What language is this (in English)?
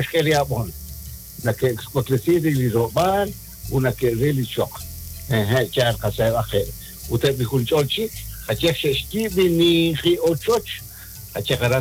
Kekchí